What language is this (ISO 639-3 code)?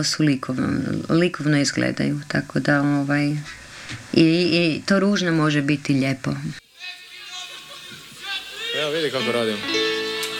hrv